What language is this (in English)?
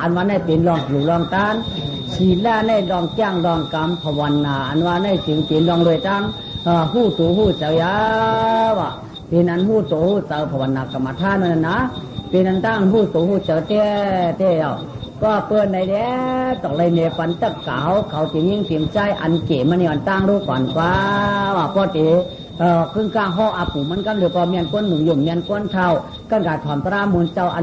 Shan